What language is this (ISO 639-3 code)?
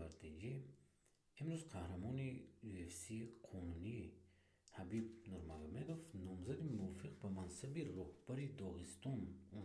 tgk